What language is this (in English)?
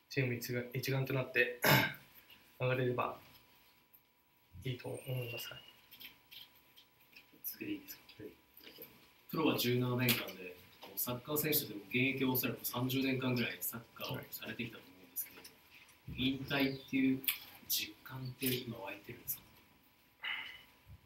Japanese